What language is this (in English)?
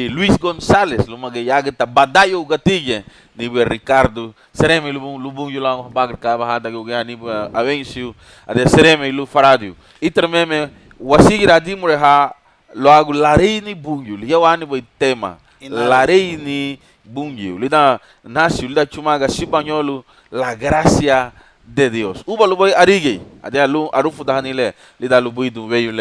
Garifuna